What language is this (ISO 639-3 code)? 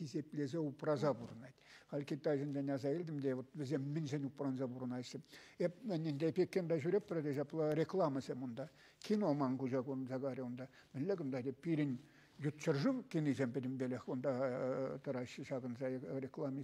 chv